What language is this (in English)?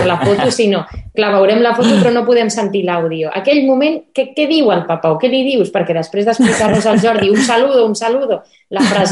Catalan